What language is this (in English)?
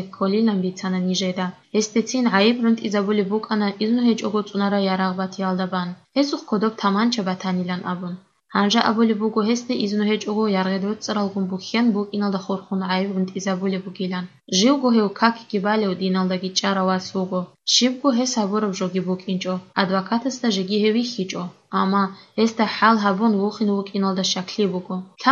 Avaric